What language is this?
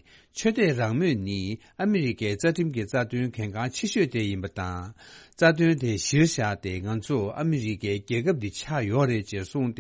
Tibetan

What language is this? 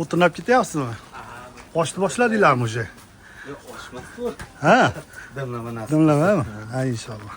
Uzbek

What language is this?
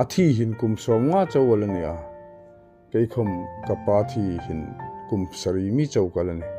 Hmar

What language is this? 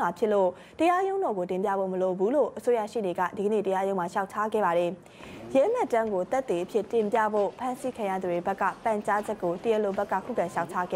Burmese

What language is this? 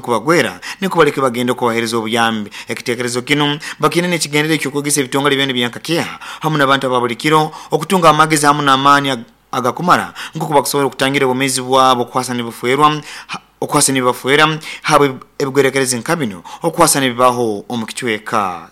Nyoro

